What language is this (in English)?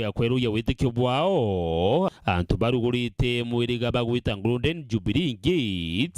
Meru